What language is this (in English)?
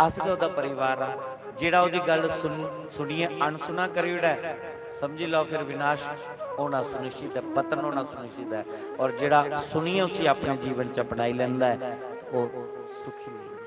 Dogri